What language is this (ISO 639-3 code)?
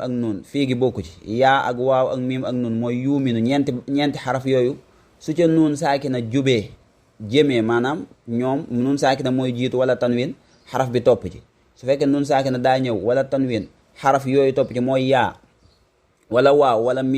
wol